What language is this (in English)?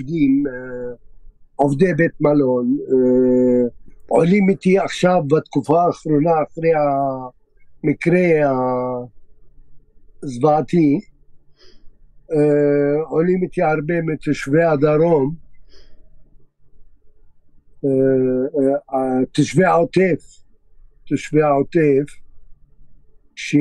Hebrew